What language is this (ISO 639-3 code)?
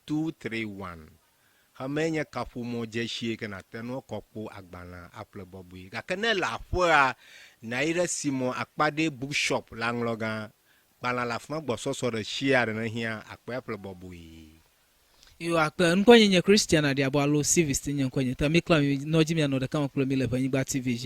ewe